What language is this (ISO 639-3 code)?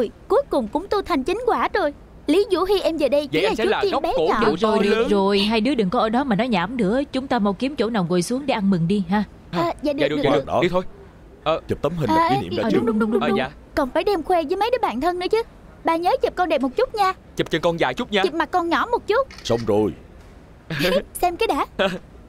vie